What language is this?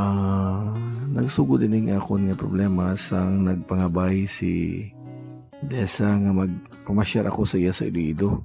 Hiligaynon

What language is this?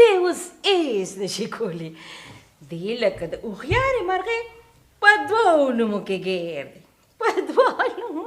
Pashto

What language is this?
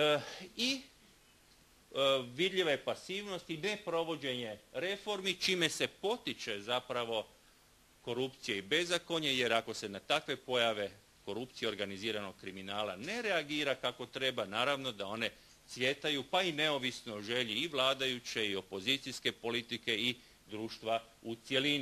Croatian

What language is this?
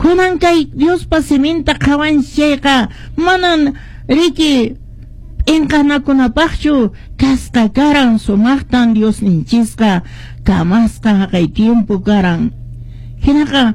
Quechua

